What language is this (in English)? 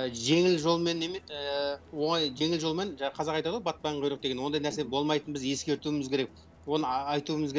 Kazakh